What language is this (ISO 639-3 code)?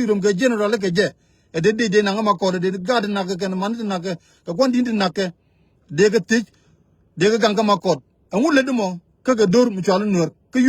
nus